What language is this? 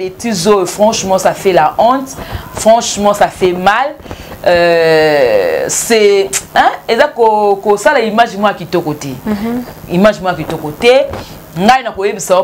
Lingala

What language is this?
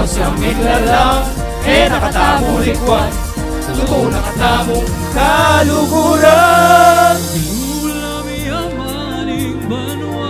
Pampanga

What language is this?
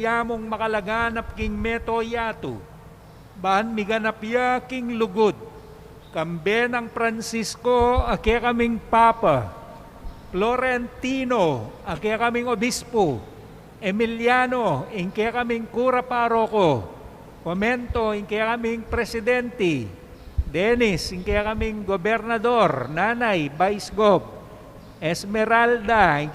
Pampanga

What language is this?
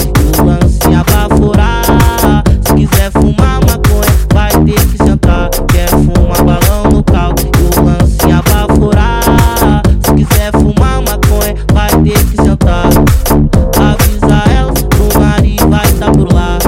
Portuguese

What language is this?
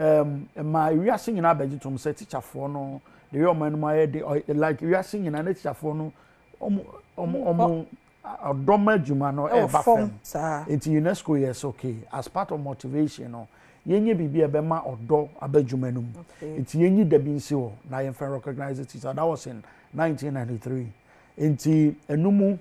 Akan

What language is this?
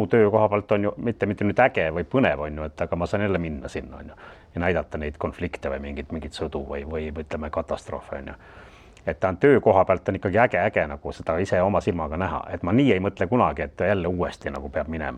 Estonian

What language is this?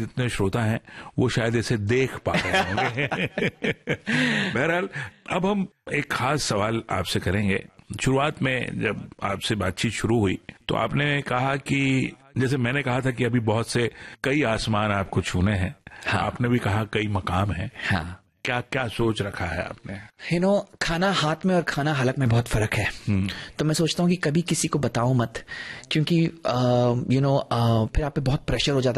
Hindi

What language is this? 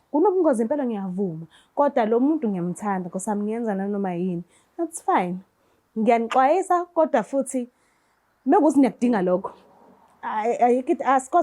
Zulu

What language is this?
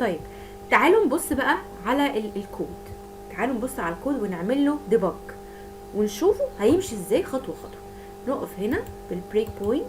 Egyptian Arabic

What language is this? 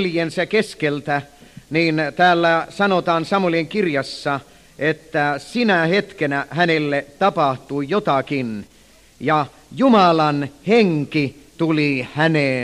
Finnish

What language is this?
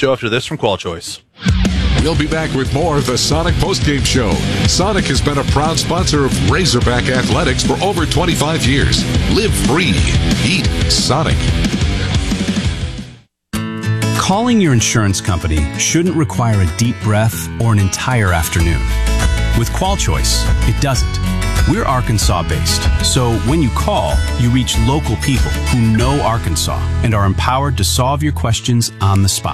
English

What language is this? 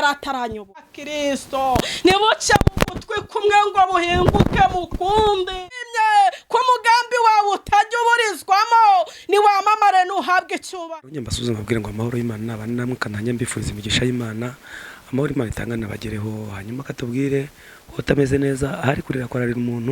Kinyarwanda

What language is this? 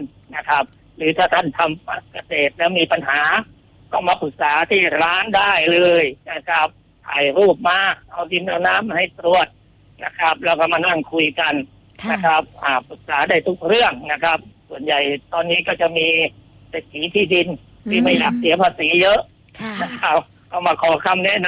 Thai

